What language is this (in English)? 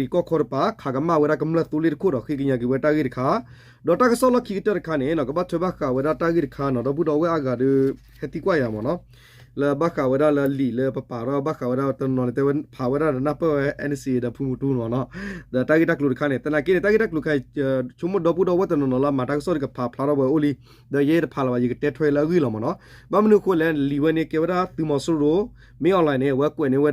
S'gaw Karen